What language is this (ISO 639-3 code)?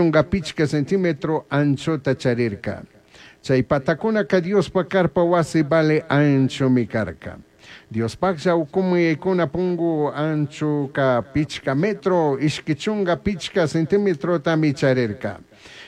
qug